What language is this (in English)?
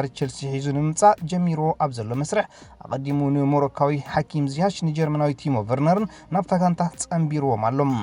Tigrinya